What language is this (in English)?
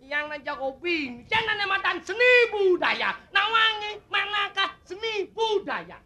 Balinese